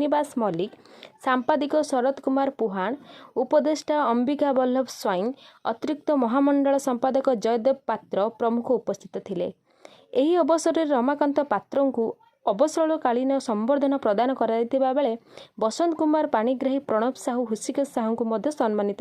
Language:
Odia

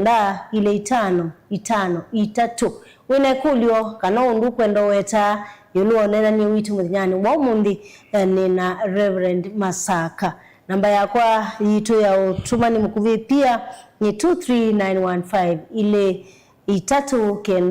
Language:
Kamba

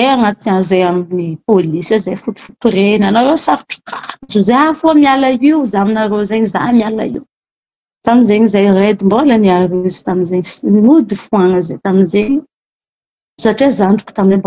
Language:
Malagasy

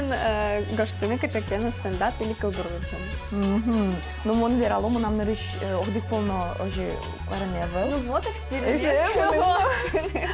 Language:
Udmurt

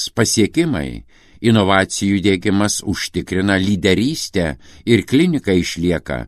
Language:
Lithuanian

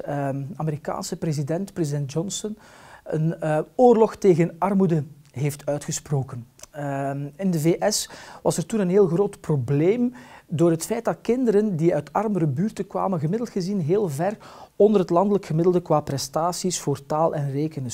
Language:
Dutch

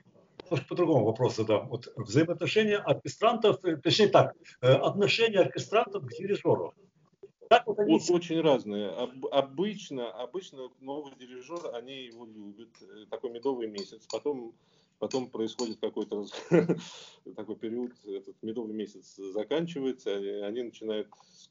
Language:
Russian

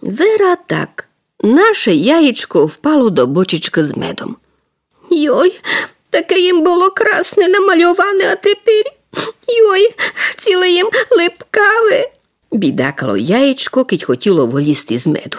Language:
Rusyn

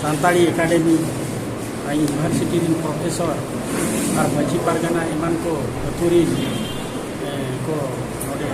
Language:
Santali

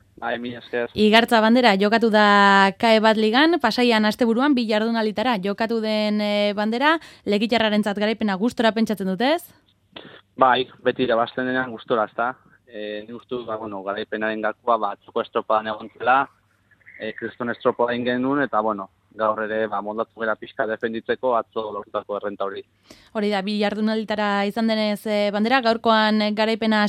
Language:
Basque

